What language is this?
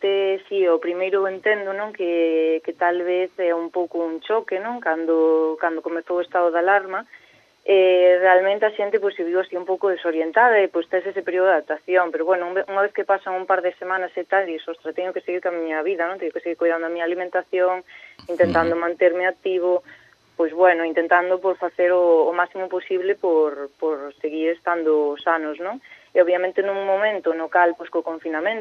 Galician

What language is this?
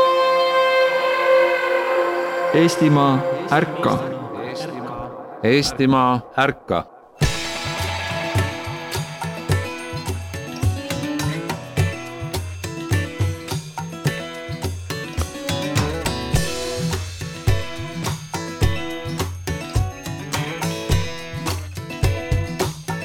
Estonian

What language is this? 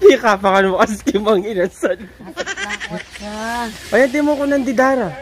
Pampanga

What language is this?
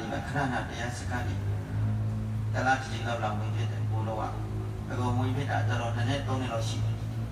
Burmese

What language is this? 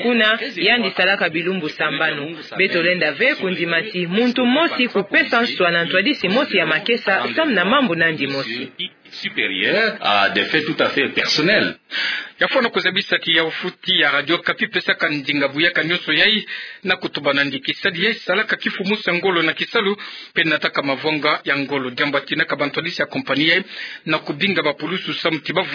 Kituba (Democratic Republic of Congo)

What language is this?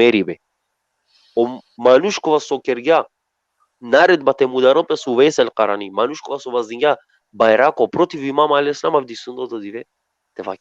Balkan Romani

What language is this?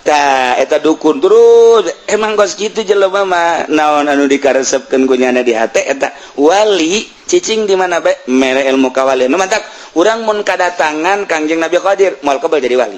Sundanese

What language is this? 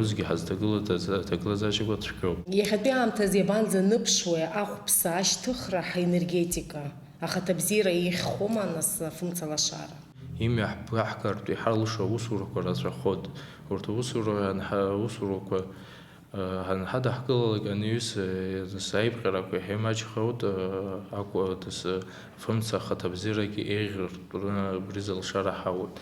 Abkhazian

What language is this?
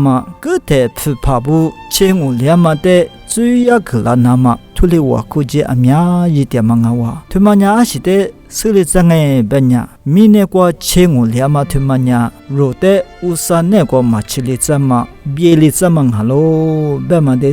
Lisu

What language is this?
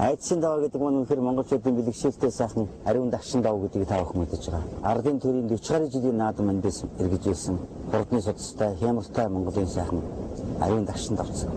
Mongolian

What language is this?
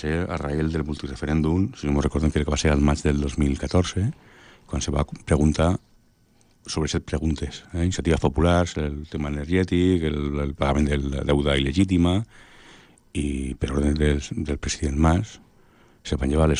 Catalan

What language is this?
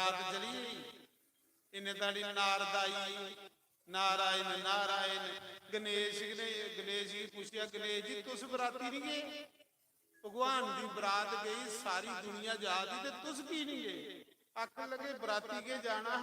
Dogri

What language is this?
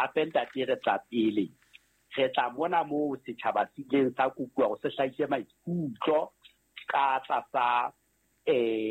Southern Sotho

